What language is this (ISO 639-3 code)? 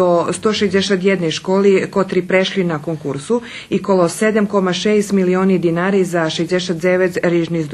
rue